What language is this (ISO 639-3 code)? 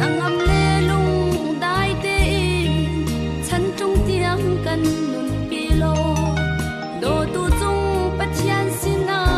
cnh